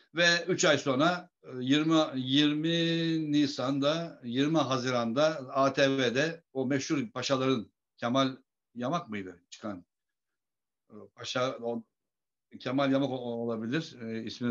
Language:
Turkish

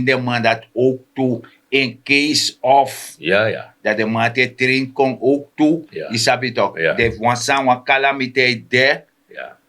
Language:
Sranan Tongo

